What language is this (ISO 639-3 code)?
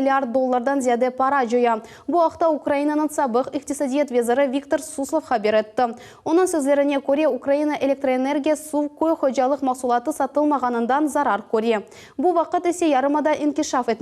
crh